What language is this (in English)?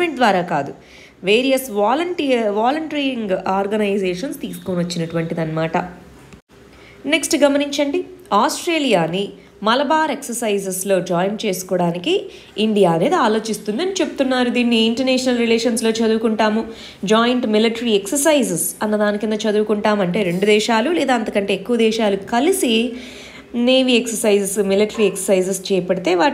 Telugu